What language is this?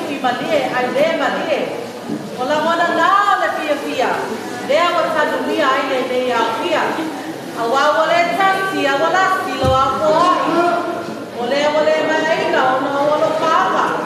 Samoan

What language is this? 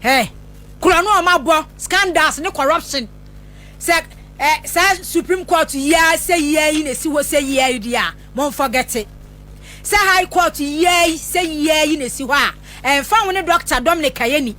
Akan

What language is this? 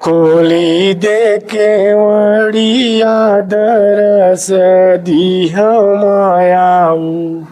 Chhattisgarhi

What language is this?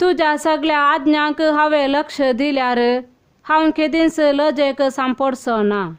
Konkani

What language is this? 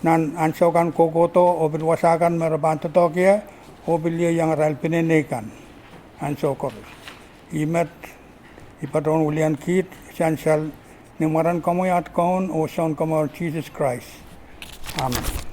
Pohnpeian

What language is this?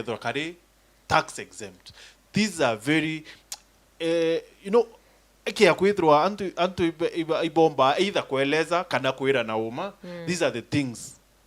Meru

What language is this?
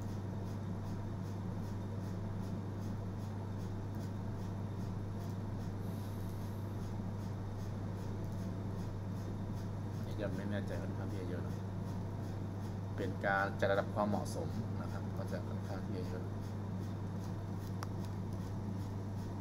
Thai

